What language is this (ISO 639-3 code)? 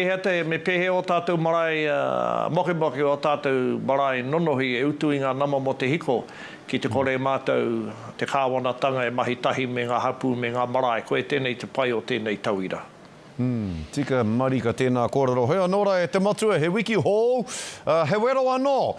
mri